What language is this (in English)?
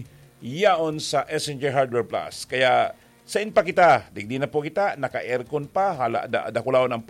Bikol